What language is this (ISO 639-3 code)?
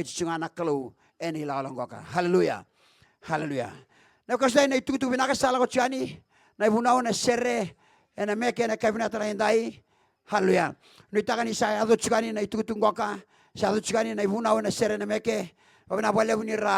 fij